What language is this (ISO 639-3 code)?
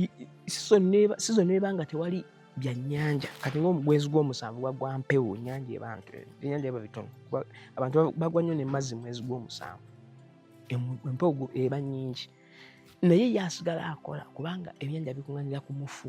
lug